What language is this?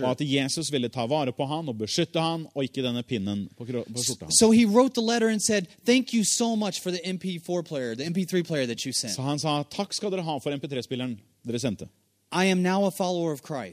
Norwegian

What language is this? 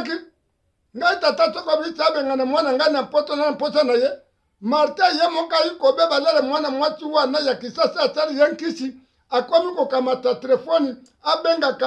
Lingala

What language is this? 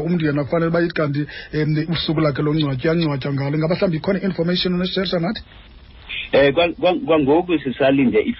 Xhosa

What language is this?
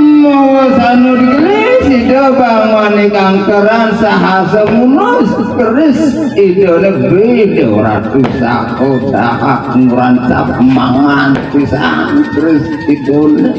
Balinese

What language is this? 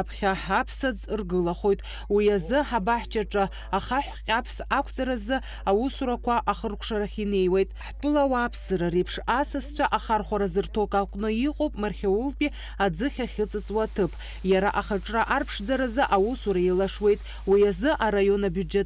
Abkhazian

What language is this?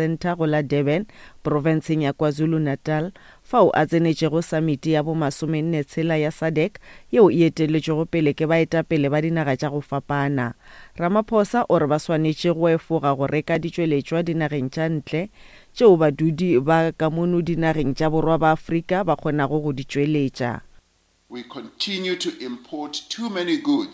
Northern Sotho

